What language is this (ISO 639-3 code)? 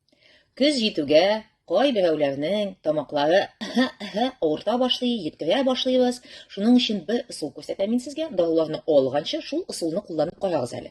tat